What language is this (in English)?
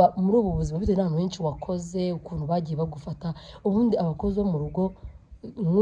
Kinyarwanda